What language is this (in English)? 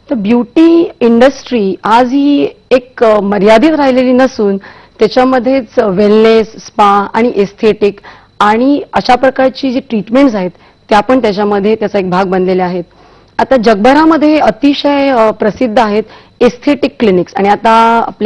Marathi